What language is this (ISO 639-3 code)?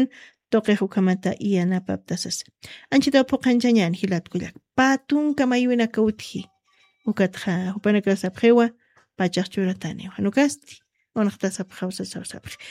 aym